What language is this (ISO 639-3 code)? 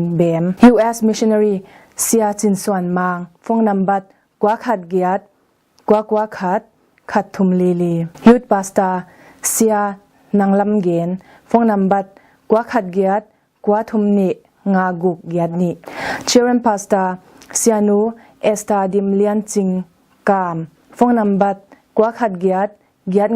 ctd